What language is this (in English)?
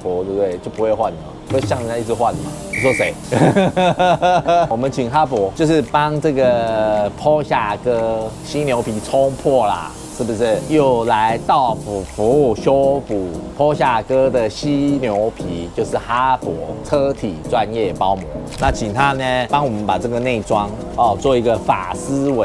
Chinese